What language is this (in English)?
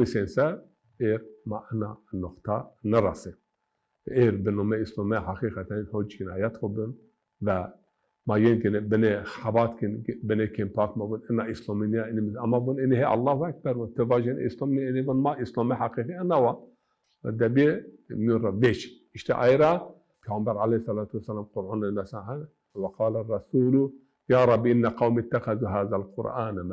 Zaza